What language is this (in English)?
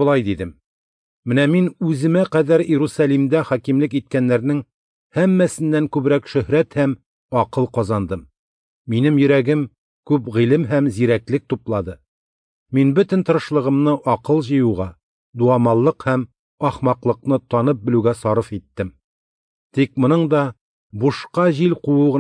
Tatar